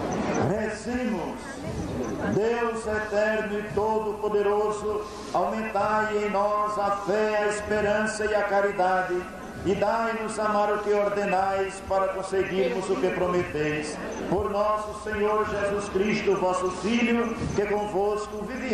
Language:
Portuguese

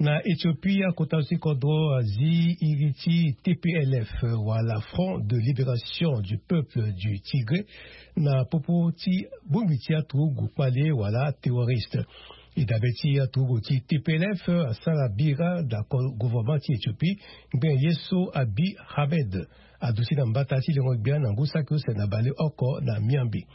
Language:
Sango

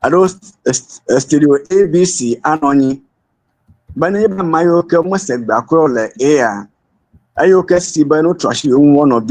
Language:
Ewe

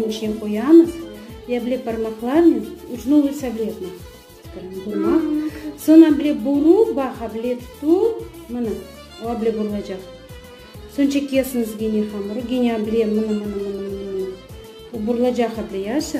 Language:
Crimean Tatar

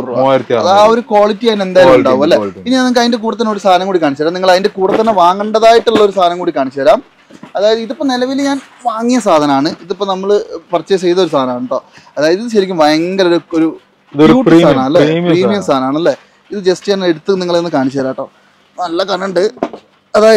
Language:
Malayalam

